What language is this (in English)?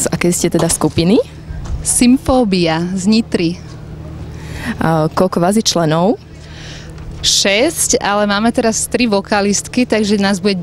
Slovak